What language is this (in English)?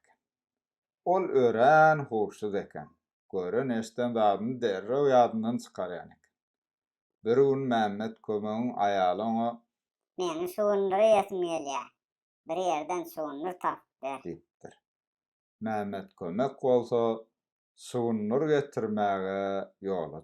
Turkmen